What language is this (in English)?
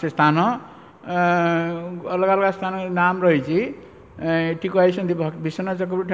Odia